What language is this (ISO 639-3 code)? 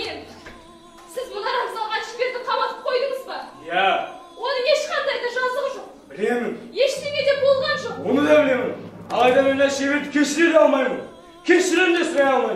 kaz